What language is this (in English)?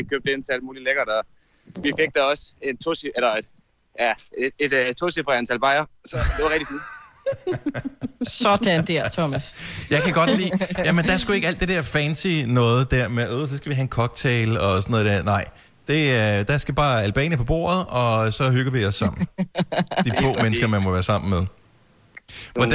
Danish